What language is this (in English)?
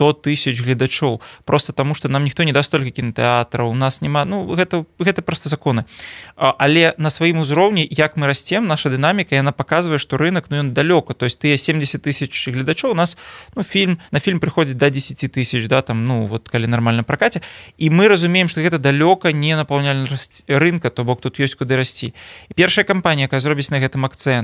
Belarusian